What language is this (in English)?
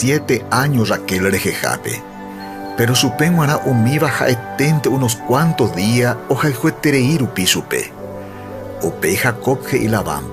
Guarani